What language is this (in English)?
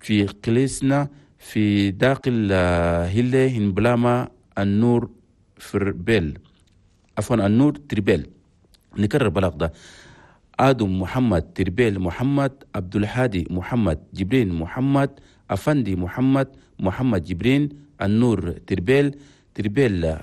Chadian Arabic